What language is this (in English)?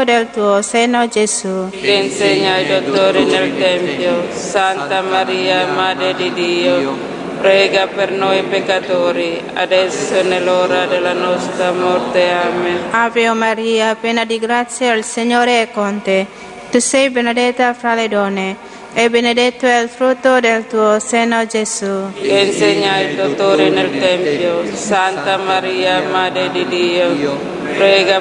Italian